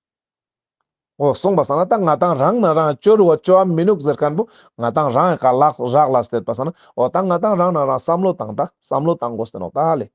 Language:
Ladakhi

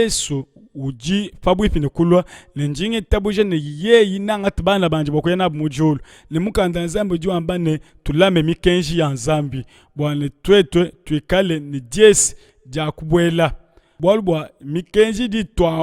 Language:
Luba-Lulua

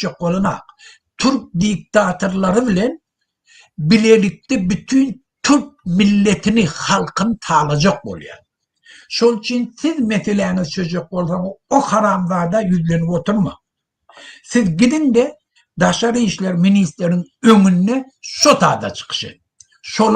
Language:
Turkmen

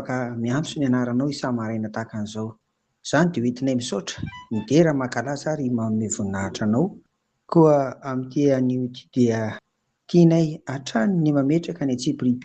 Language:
Malagasy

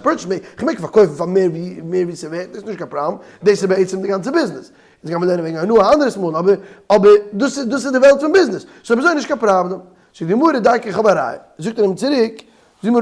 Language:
Yiddish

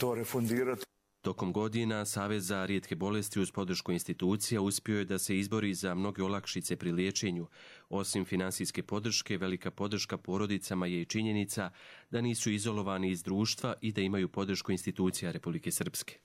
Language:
Croatian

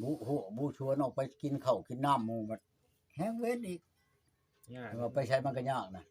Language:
Northeastern Thai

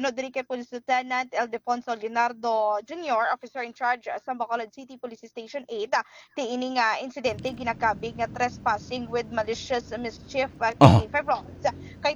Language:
Hiligaynon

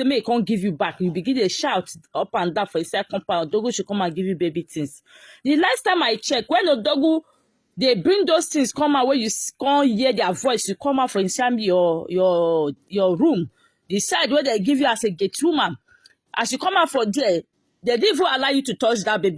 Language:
Nigerian Pidgin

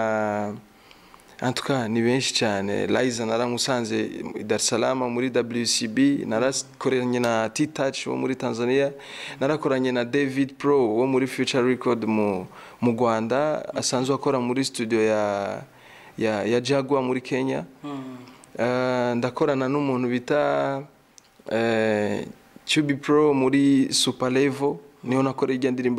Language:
Rundi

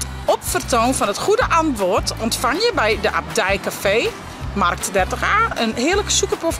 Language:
Western Frisian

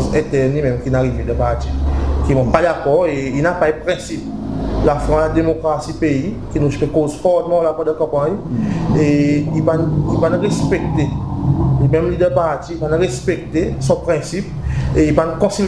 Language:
Seselwa Creole French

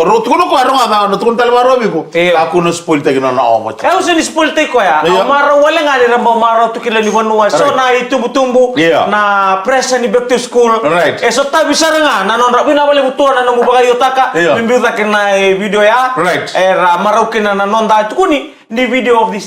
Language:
Fijian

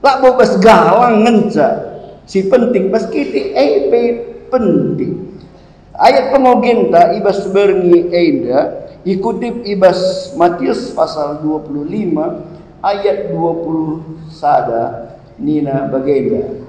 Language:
Batak Karo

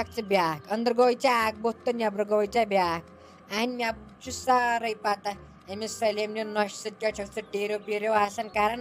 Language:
Kashmiri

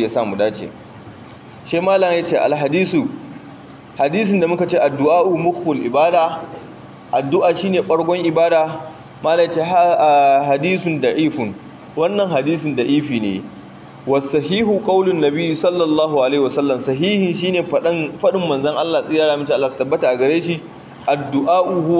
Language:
Hausa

